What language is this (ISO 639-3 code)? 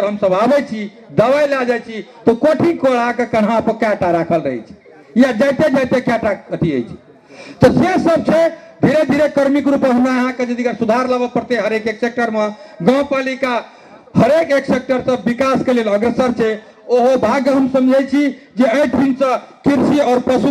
mai